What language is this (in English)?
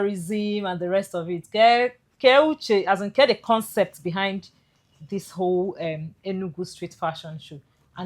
Igbo